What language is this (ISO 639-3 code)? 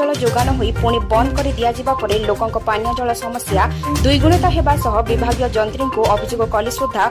ori